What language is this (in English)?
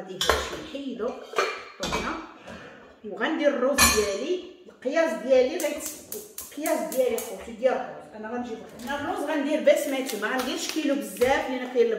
Moroccan Arabic